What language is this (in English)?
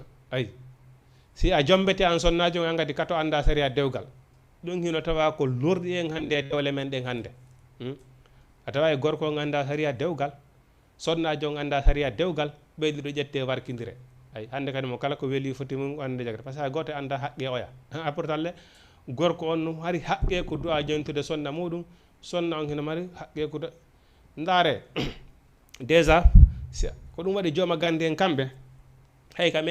Fula